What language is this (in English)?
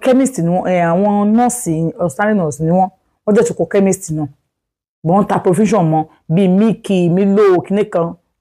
Yoruba